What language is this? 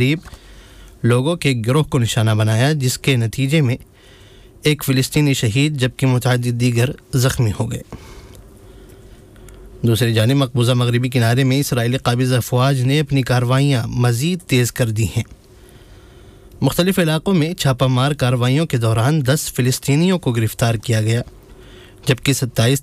Urdu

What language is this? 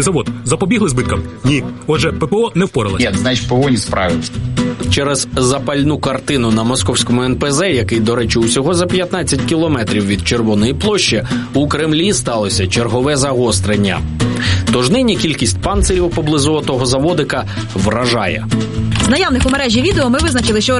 Ukrainian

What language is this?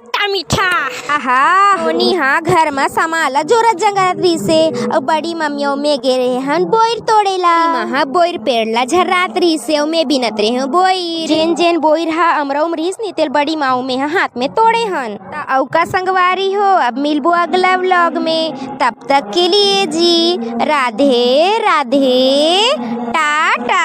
Chhattisgarhi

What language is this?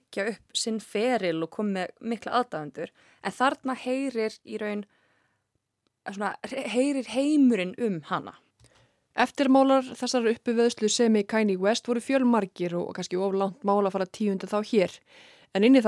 Icelandic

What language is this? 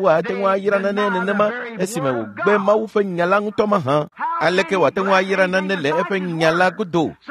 Ewe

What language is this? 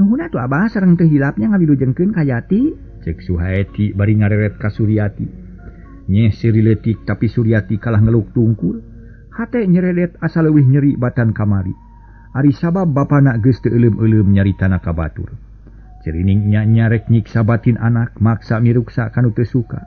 Sundanese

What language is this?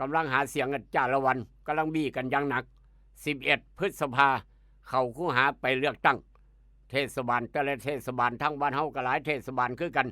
Northeastern Thai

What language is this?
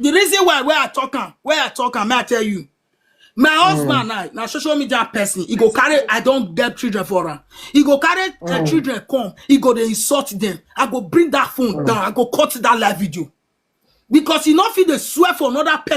Nigerian Pidgin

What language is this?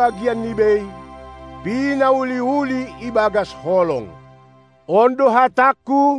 Batak Simalungun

